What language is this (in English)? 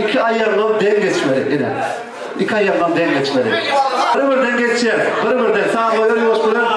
Turkmen